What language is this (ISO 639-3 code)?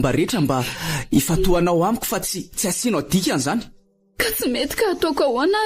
mlg